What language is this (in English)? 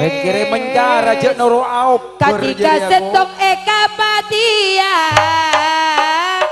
Madurese